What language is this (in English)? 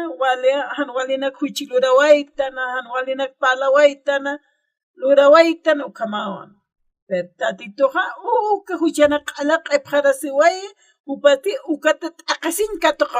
Aymara